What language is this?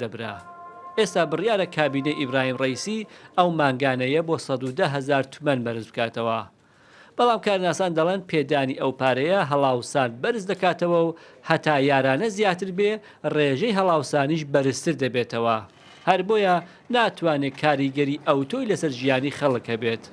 Central Kurdish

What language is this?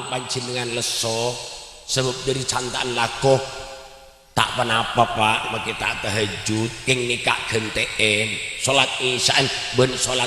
Madurese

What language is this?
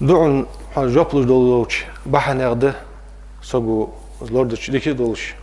Ingush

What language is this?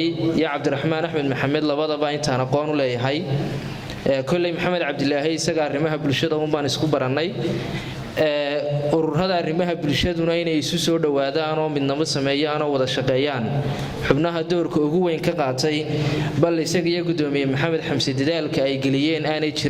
Somali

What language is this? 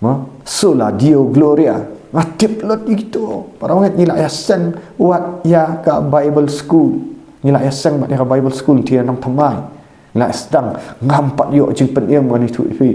Khasi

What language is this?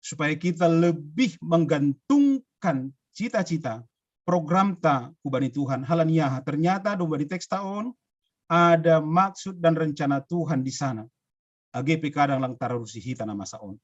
Batak Simalungun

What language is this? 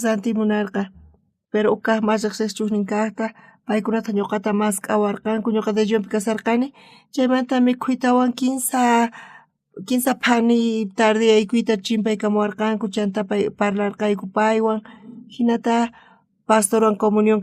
South Bolivian Quechua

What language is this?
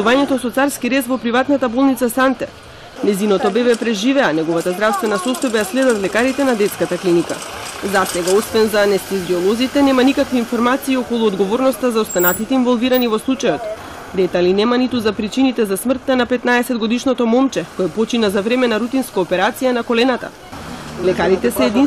Macedonian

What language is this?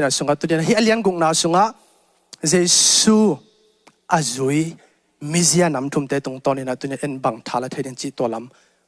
Tedim Chin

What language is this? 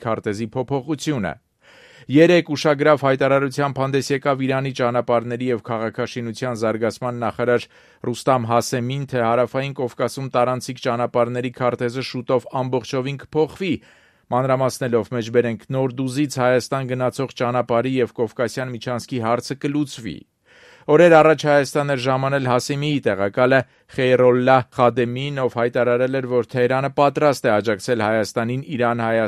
Armenian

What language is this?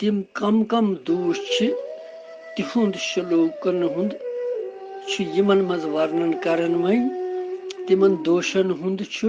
Kashmiri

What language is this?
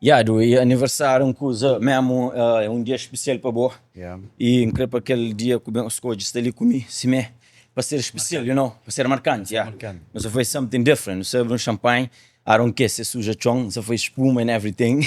Kabuverdianu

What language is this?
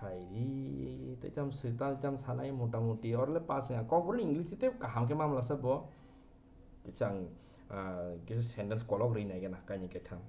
Kok Borok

